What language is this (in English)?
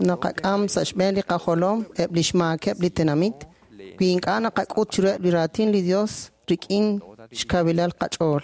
Kekchí